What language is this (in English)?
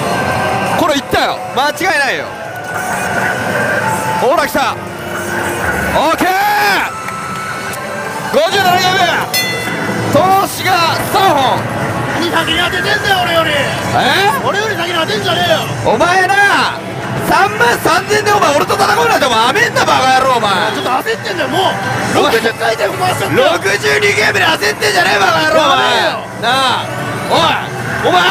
Japanese